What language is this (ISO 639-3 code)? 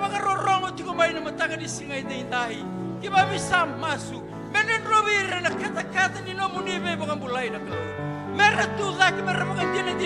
fij